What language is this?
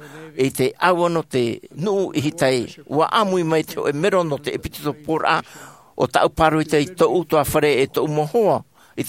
Tahitian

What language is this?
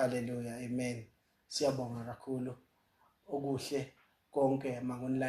Zulu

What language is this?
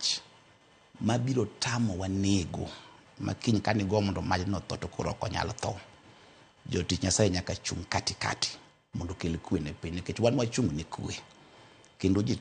Luo (Kenya and Tanzania)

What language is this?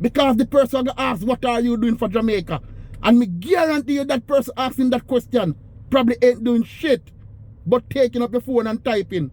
Jamaican Creole English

